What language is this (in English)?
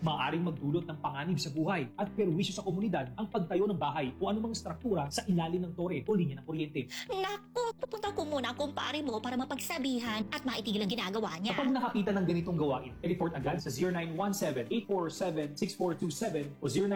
Filipino